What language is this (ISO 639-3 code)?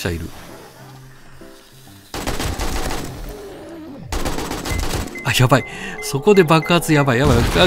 jpn